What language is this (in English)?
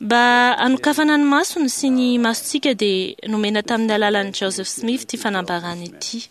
Malagasy